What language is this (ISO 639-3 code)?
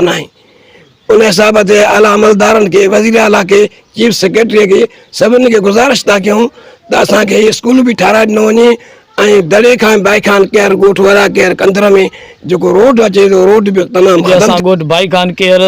snd